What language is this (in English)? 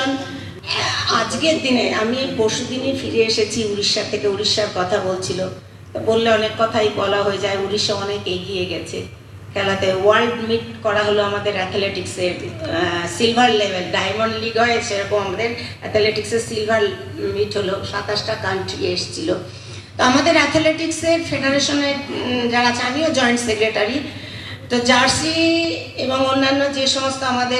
Bangla